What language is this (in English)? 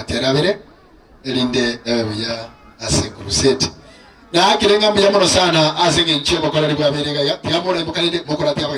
Gusii